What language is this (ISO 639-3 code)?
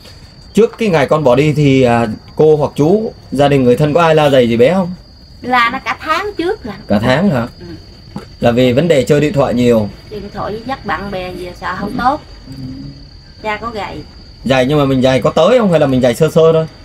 vie